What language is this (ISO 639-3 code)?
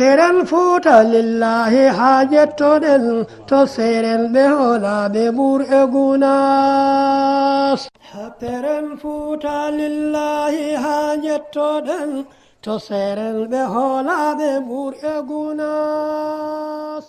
ful